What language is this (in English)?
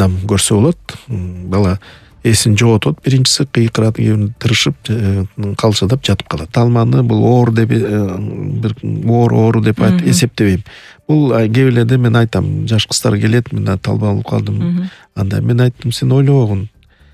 Kyrgyz